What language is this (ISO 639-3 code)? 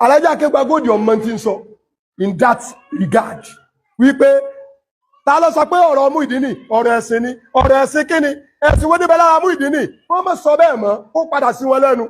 yor